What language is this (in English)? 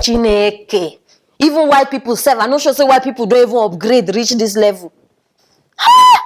Nigerian Pidgin